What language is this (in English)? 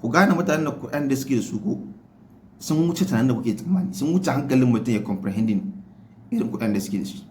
Hausa